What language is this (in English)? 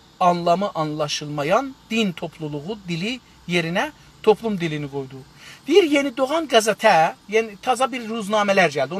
South Azerbaijani